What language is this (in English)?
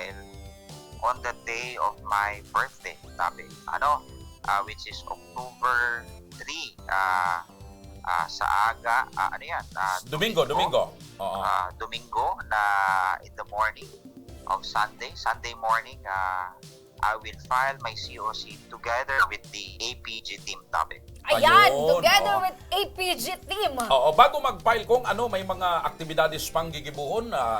Bikol